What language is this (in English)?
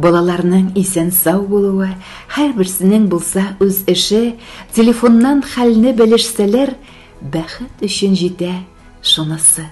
Tatar